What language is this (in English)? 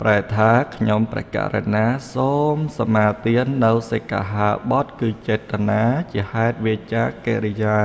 Khmer